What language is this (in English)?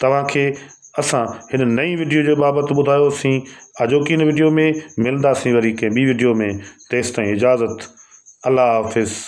Sindhi